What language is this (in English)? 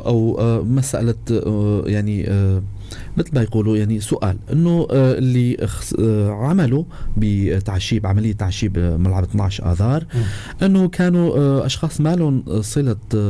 North Levantine Arabic